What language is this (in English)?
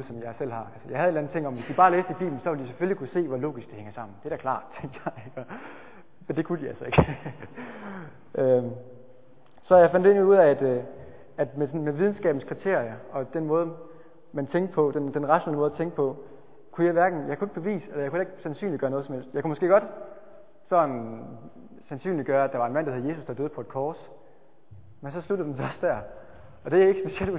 Danish